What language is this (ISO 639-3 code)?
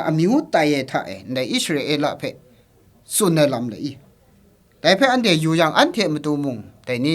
kac